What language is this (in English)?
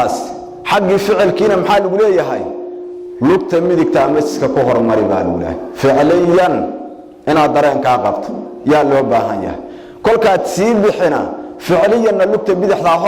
Somali